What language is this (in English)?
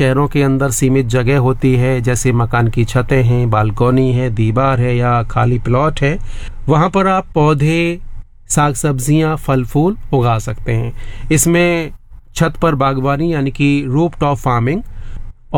Hindi